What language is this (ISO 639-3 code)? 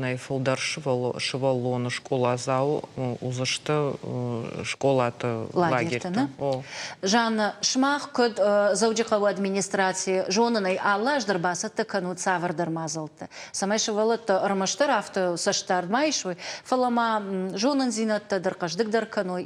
oss